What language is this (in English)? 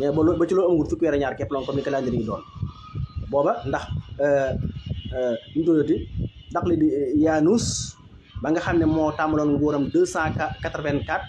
Wolof